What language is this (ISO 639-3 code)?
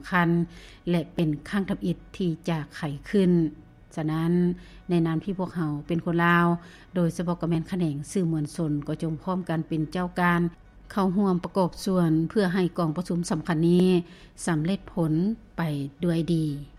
lao